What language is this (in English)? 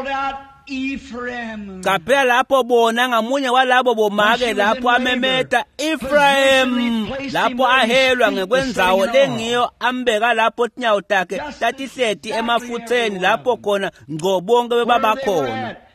Swati